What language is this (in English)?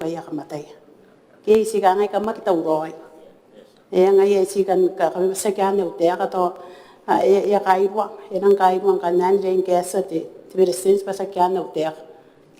Gilbertese